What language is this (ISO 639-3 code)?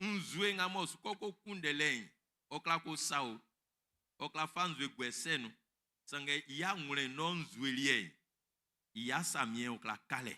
bci